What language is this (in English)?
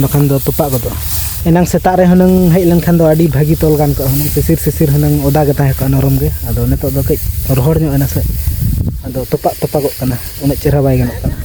Santali